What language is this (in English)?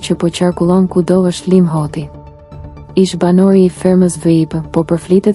Albanian